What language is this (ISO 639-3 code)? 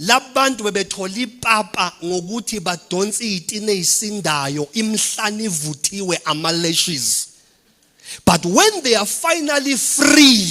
zul